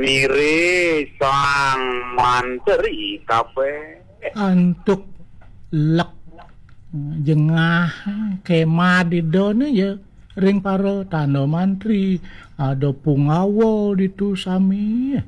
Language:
Balinese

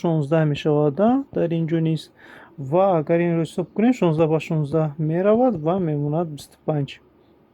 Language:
Tajik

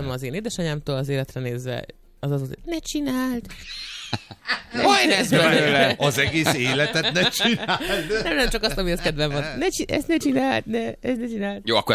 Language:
Hungarian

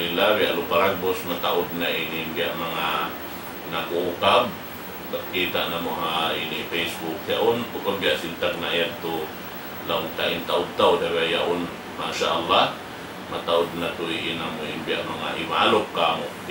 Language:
Tausug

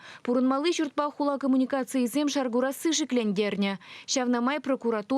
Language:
Chuvash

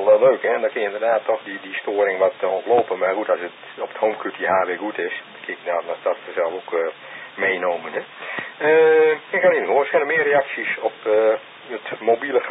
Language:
Dutch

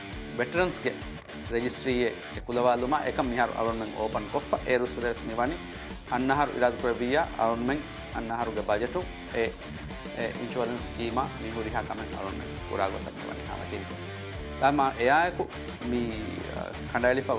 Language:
Divehi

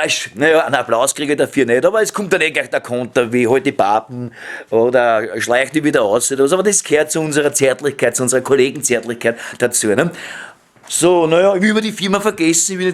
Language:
Bavarian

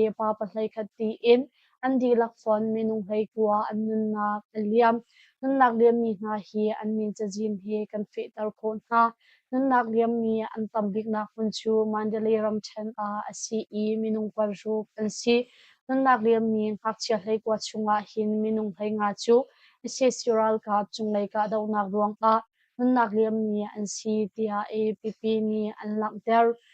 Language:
Hakha Chin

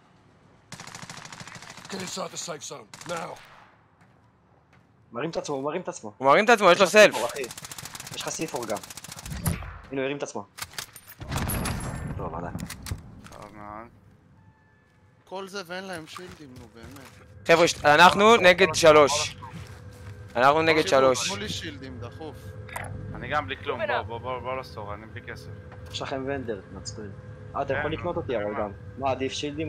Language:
Hebrew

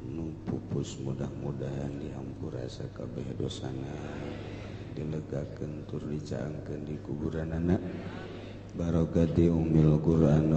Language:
Sundanese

